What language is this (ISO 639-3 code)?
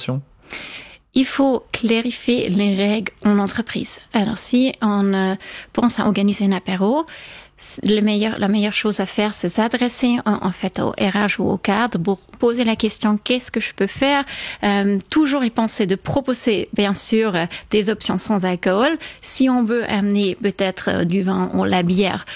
fra